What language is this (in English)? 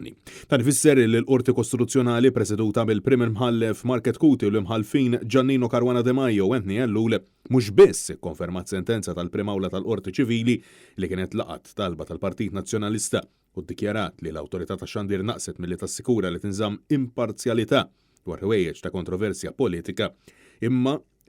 Maltese